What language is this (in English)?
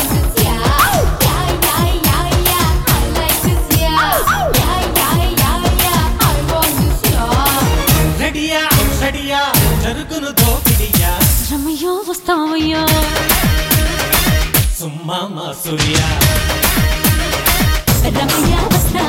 Telugu